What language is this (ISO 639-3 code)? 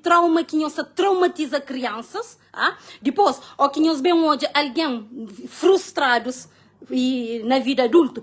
kea